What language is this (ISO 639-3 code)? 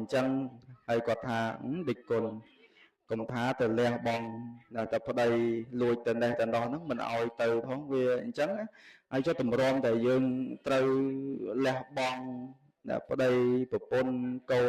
khm